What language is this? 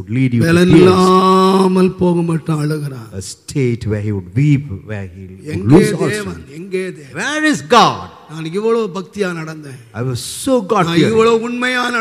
Tamil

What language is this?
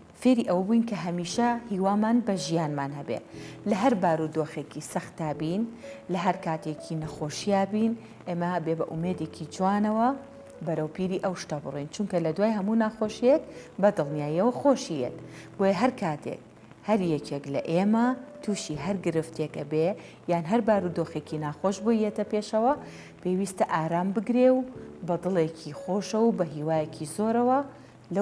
Central Kurdish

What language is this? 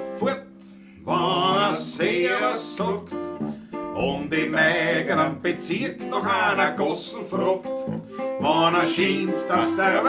Bavarian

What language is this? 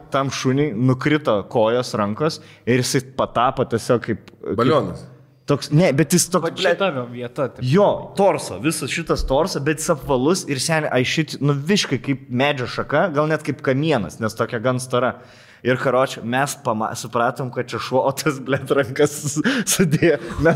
Lithuanian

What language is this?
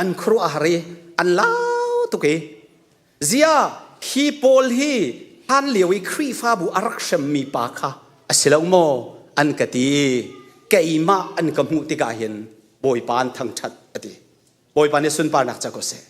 Hakha Chin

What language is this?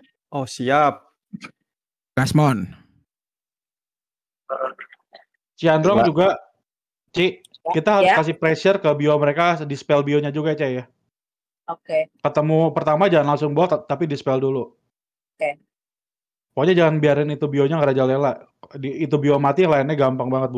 Indonesian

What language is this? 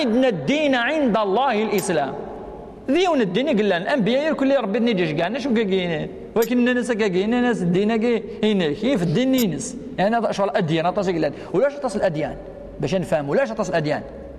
Kabyle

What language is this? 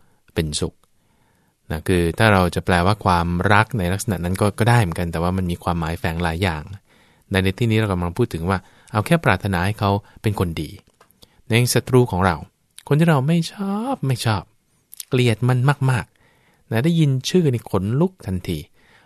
Thai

